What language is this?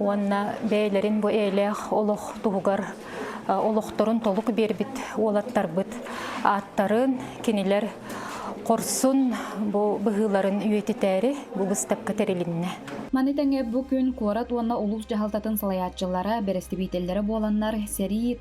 Yakut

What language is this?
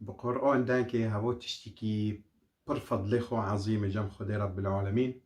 Kurdish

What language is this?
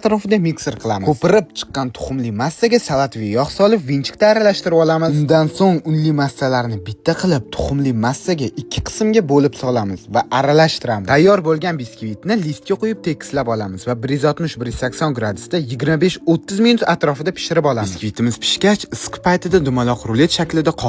Uzbek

